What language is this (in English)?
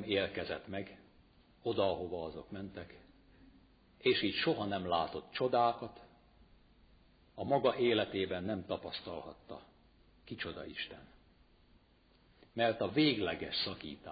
Hungarian